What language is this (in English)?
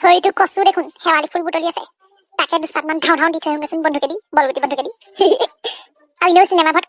Assamese